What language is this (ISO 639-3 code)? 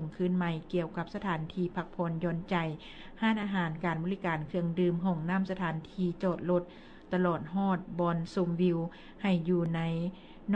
lao